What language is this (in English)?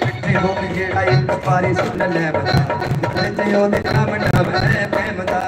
Dogri